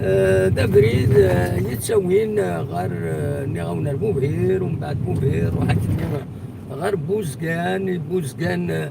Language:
Kabyle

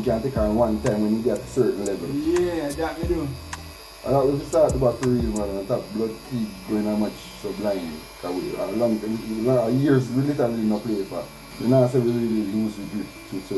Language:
Jamaican Creole English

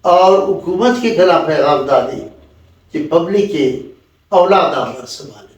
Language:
Brahui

